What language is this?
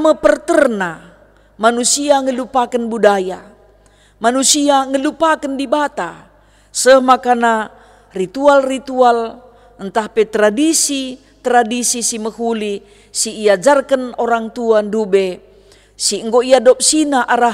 Batak Karo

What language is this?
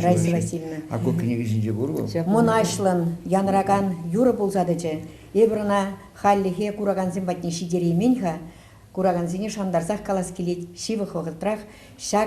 Chuvash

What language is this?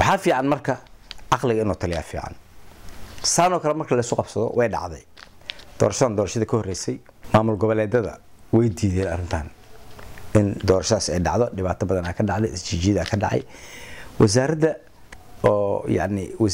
Somali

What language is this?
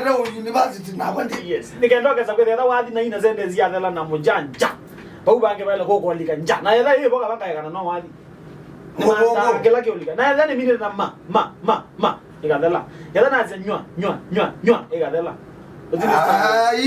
Kamba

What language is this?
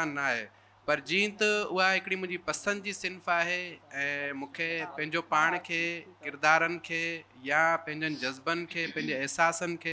Sindhi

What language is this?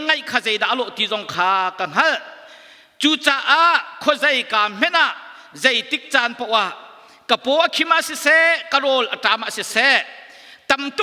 Hakha Chin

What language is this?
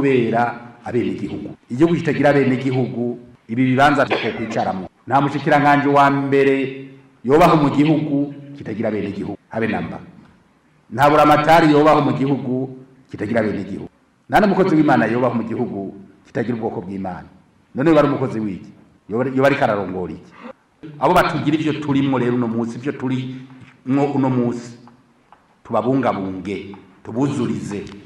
Rundi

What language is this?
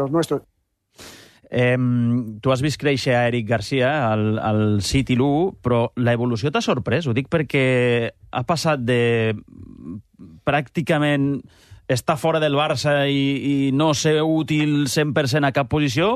Catalan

